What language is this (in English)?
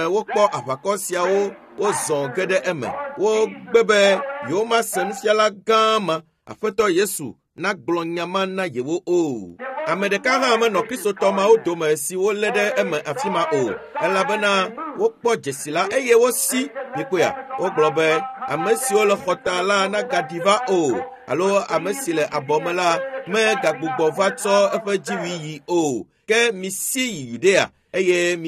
Ewe